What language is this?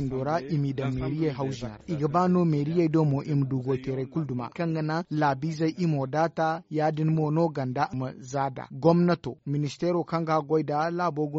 Zarma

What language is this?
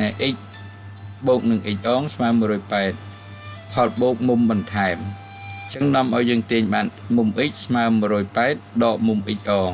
Khmer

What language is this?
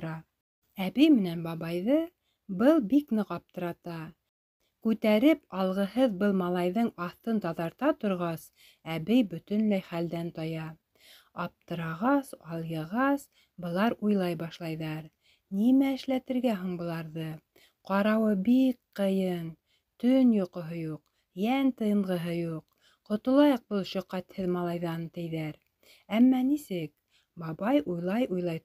Bashkir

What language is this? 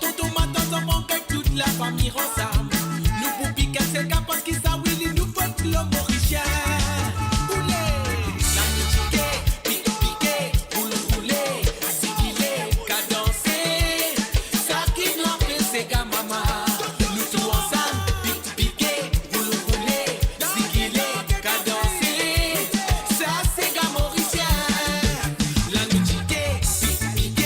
Morisyen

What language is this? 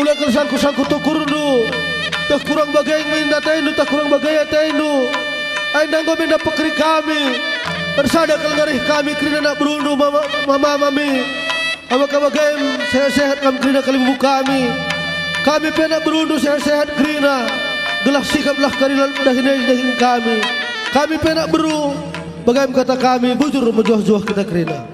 Batak Karo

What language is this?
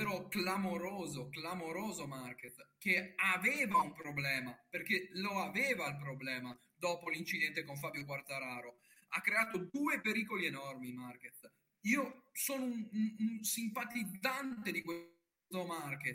Italian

